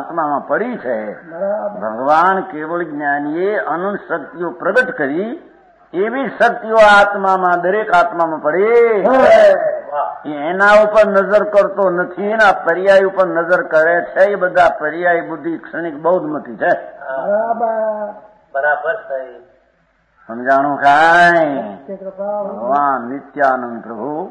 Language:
Gujarati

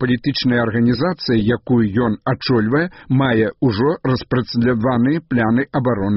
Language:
Belarusian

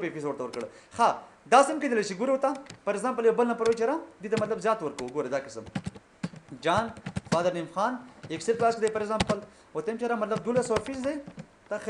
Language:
Pashto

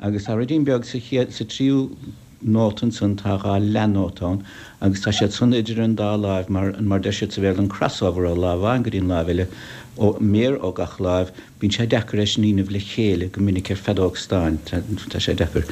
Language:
Irish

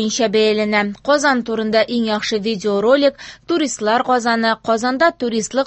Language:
Tatar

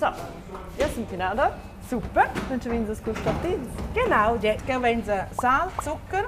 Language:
Romansh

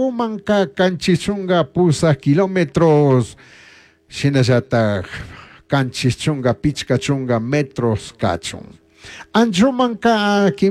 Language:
Chimborazo Highland Quichua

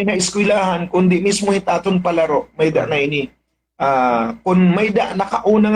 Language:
Waray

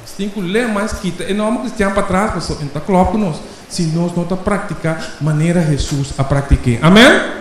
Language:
Papiamento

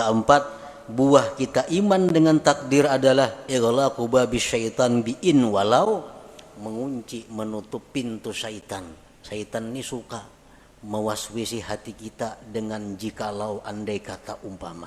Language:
Banjar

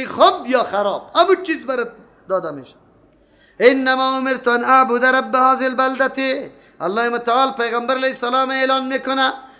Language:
Persian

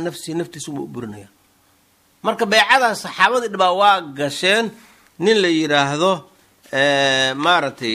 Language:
Somali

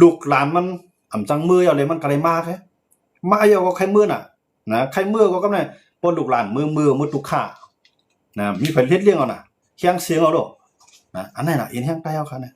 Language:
Shan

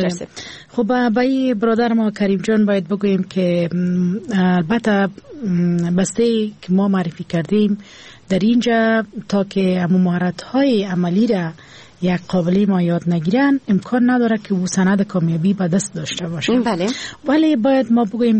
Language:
Persian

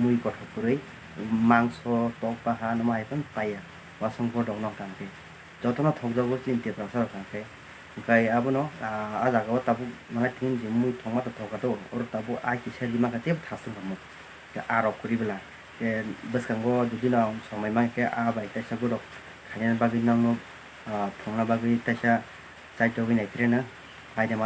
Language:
Kok Borok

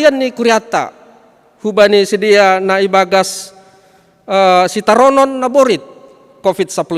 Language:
Batak Simalungun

